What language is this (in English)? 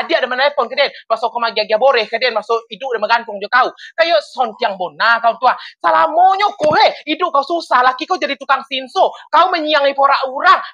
Minangkabau